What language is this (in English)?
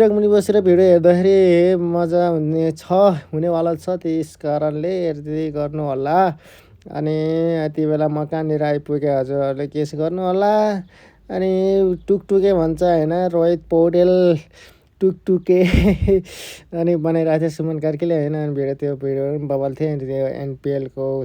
Nepali